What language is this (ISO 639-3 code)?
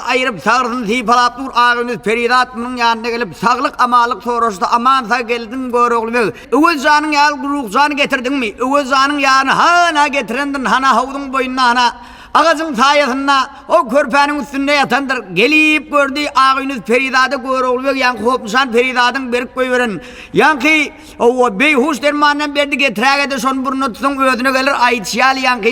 tuk